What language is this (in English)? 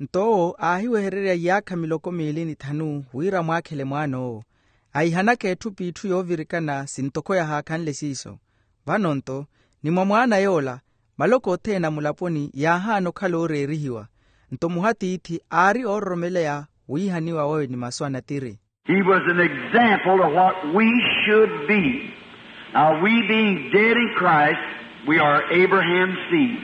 Makhuwa